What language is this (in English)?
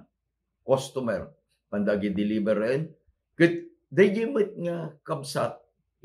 Iloko